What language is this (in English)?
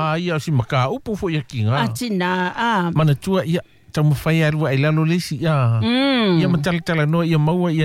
Samoan